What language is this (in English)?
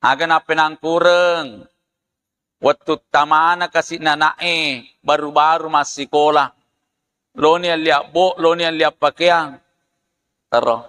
Buginese